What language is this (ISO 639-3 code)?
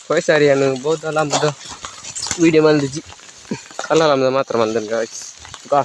tcy